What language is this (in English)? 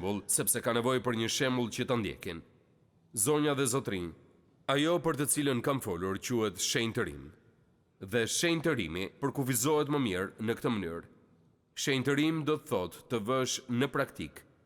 Albanian